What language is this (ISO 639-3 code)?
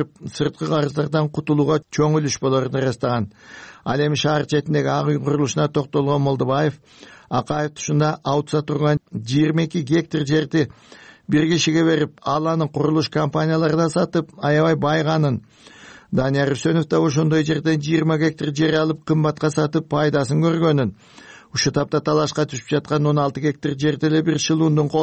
kir